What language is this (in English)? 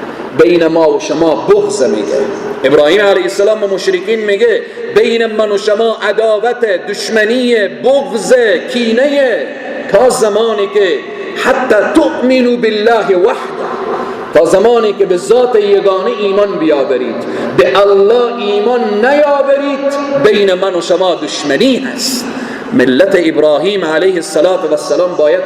Persian